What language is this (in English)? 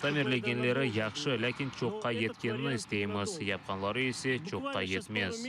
Crimean Tatar